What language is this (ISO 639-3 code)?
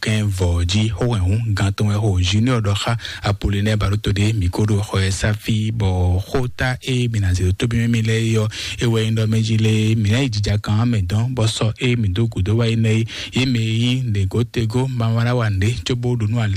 fon